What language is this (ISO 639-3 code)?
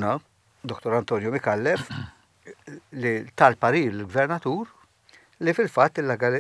mlt